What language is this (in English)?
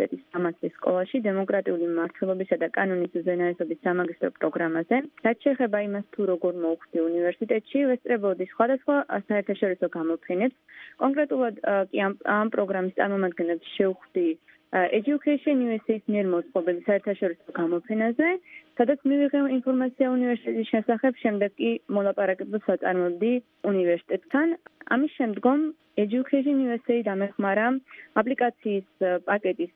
Georgian